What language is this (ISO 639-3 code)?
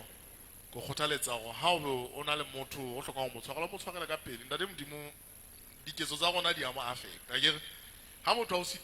sot